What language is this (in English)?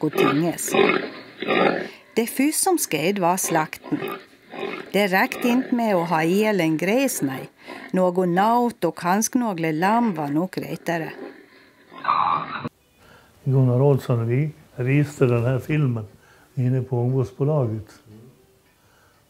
Swedish